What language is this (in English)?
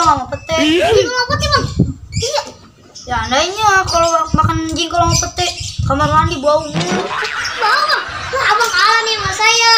Betawi